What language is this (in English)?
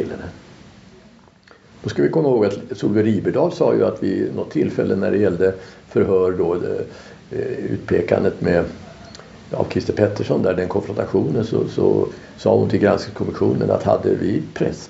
Swedish